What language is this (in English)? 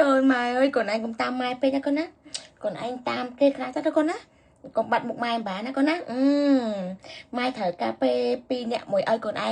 Khmer